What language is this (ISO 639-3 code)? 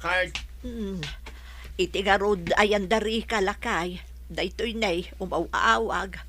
ilo